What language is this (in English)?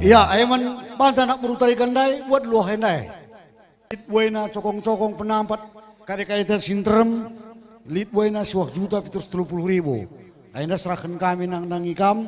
Batak Karo